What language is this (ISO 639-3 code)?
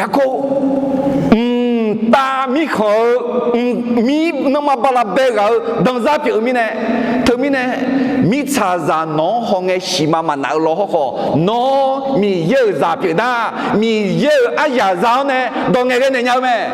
ahk